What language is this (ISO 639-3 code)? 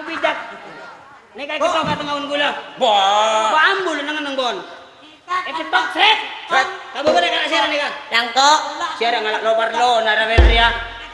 mad